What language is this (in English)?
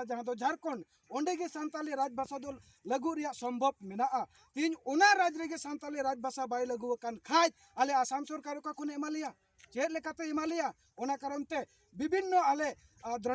Santali